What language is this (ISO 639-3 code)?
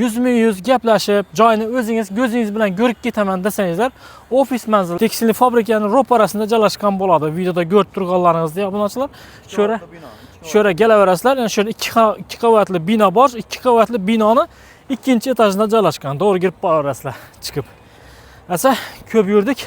uzb